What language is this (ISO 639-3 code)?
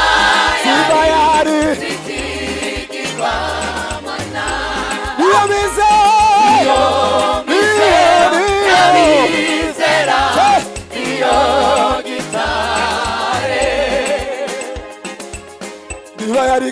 kin